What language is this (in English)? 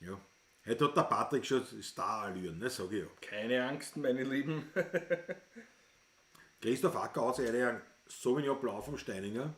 Bavarian